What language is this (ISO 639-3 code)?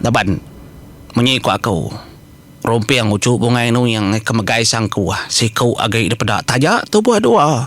iba